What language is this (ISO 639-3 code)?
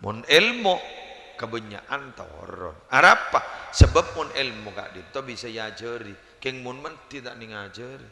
mad